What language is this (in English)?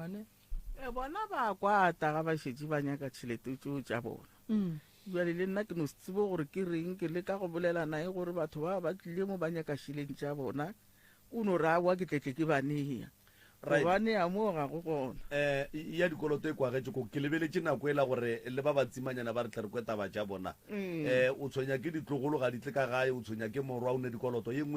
Northern Sotho